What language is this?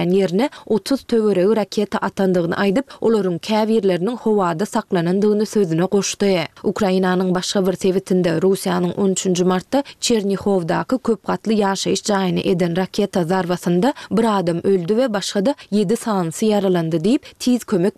Turkmen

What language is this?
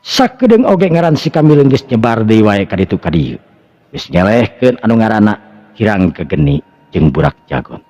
Sundanese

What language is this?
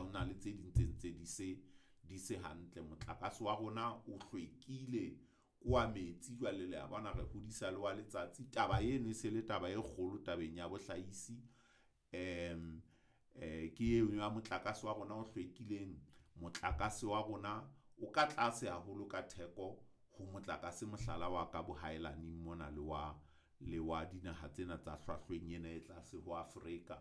Southern Sotho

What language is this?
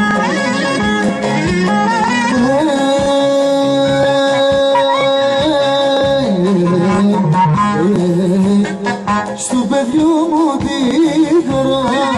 Greek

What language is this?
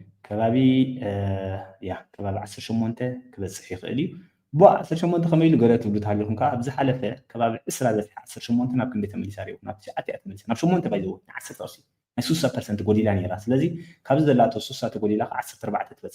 Tigrinya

